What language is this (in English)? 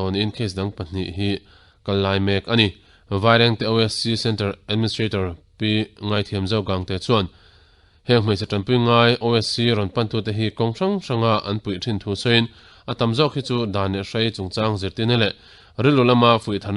Mizo